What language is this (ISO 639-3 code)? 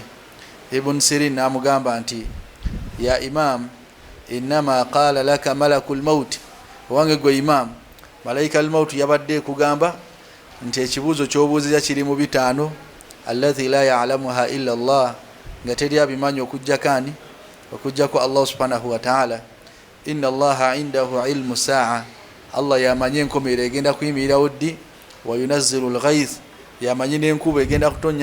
lug